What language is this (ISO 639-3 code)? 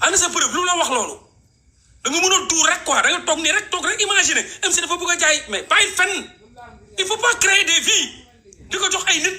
wol